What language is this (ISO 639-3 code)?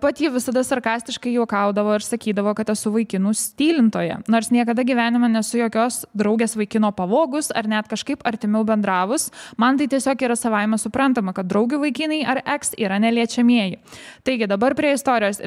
lit